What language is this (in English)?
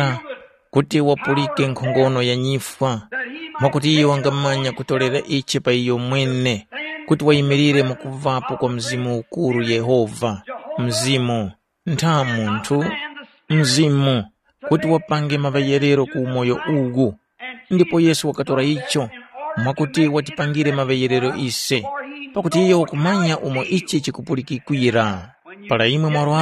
Tumbuka